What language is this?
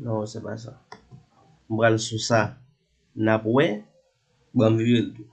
Haitian Creole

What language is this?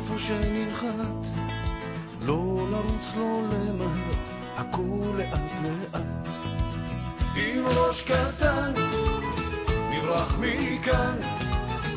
Hebrew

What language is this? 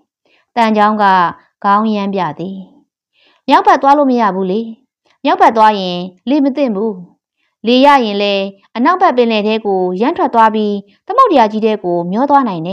Burmese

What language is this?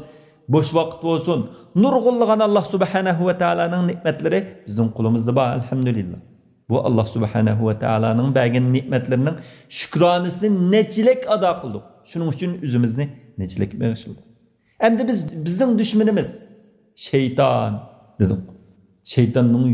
Uyghur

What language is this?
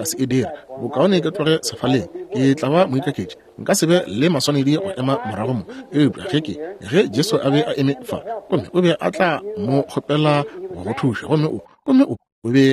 Northern Sotho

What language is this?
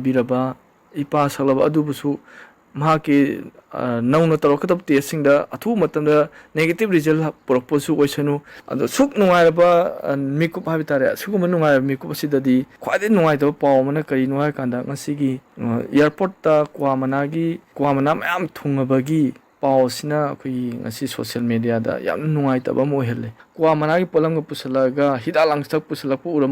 Manipuri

